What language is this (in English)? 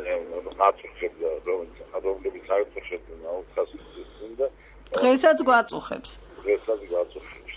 Georgian